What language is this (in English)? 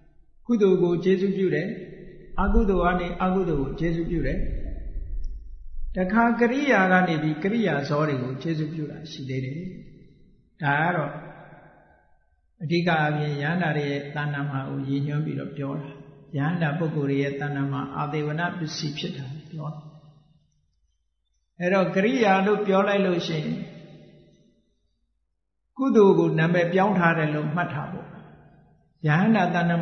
Burmese